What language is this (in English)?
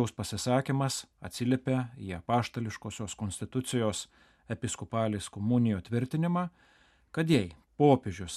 Lithuanian